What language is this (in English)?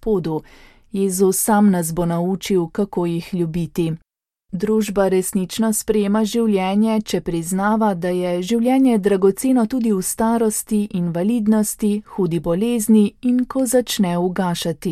Slovenian